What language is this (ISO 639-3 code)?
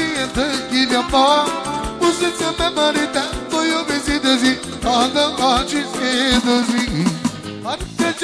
ron